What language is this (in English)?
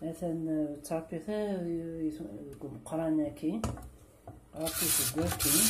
Kabyle